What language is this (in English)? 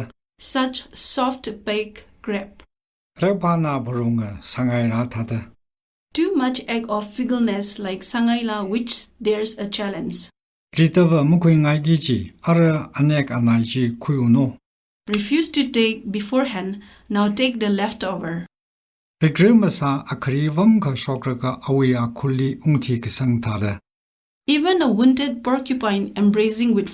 Tangkhul Naga (India)